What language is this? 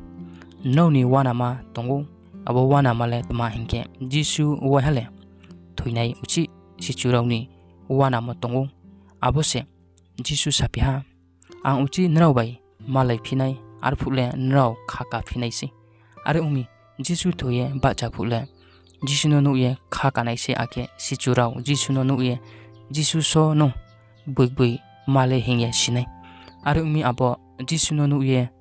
Riang (India)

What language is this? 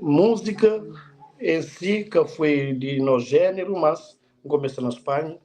Kabuverdianu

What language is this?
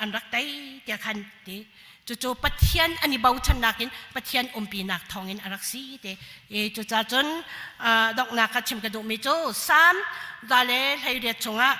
Hakha Chin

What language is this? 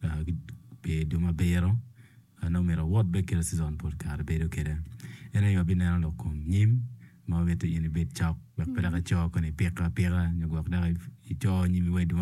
Acoli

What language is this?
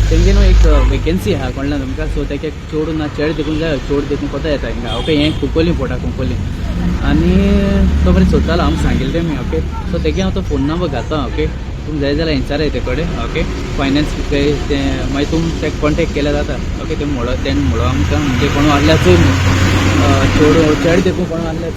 Konkani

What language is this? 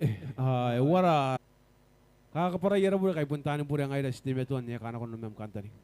Gilbertese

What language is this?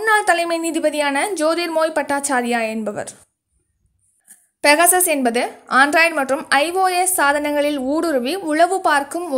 Tamil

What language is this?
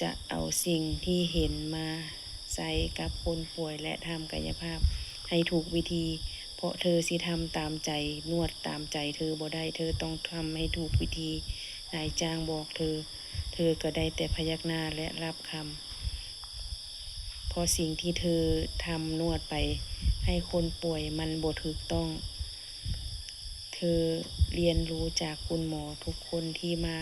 Lao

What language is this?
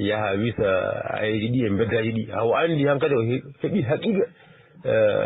Fula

